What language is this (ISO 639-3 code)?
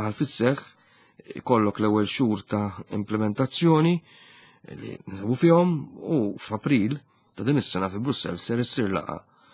mlt